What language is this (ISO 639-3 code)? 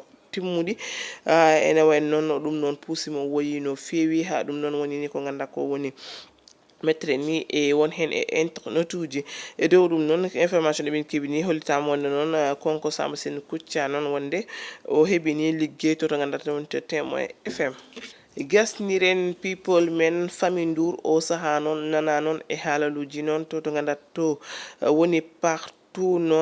ful